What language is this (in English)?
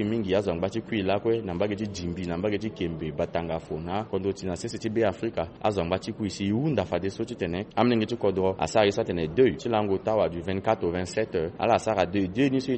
Sango